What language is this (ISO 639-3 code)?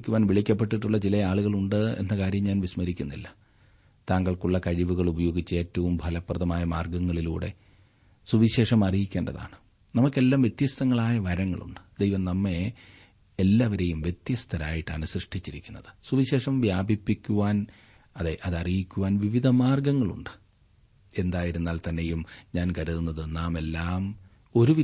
mal